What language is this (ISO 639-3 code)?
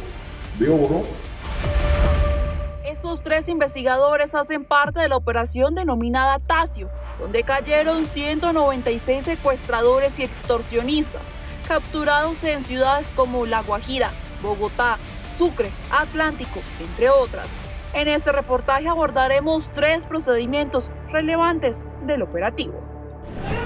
spa